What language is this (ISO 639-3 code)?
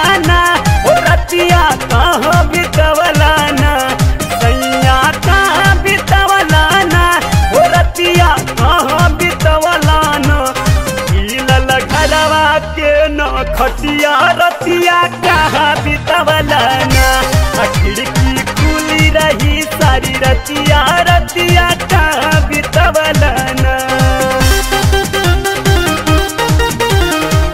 bho